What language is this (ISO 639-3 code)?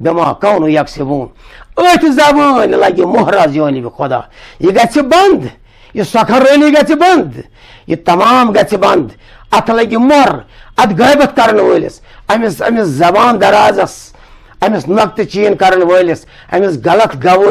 kas